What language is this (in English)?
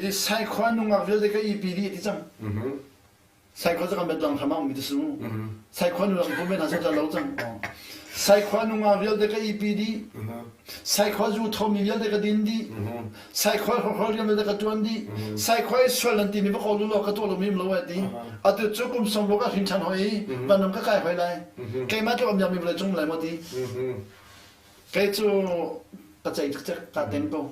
Hakha Chin